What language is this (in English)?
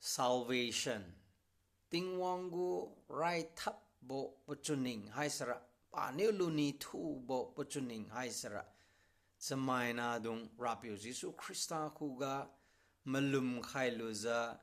Liangmai Naga